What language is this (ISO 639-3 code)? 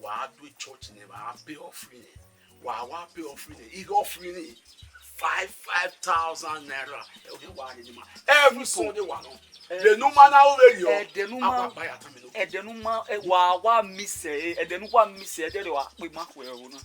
bin